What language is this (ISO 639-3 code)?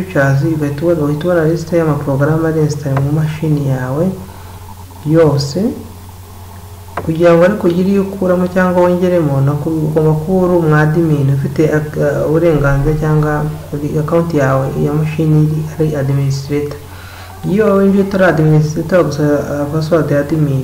kin